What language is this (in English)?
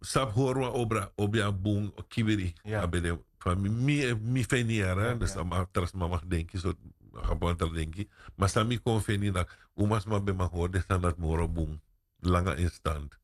Sranan Tongo